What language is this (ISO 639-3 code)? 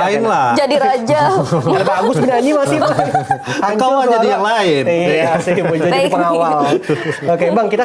bjn